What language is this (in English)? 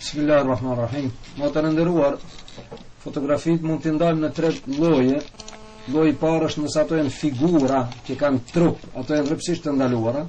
Albanian